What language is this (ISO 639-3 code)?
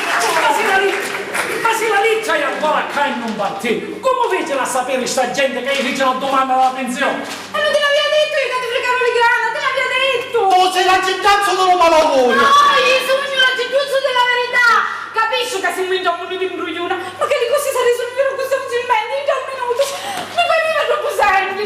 scn